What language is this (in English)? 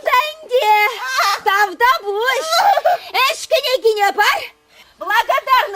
Chuvash